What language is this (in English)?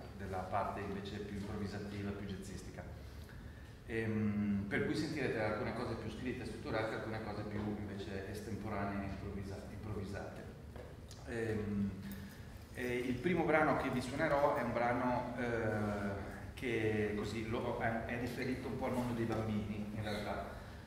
Italian